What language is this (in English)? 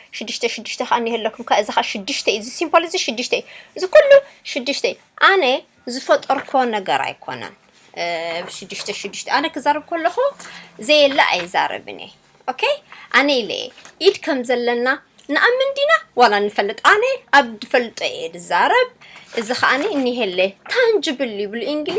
Tigrinya